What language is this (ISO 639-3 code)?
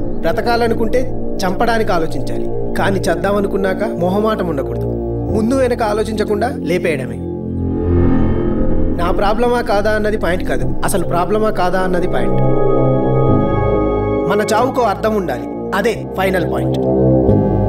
tel